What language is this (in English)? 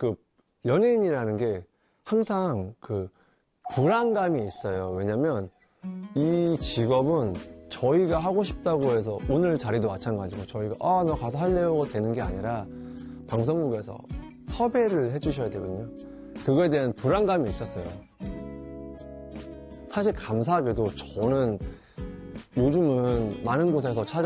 Korean